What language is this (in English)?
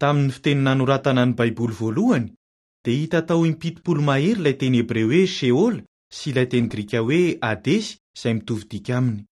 Malagasy